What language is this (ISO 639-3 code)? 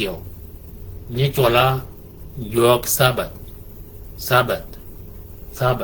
shk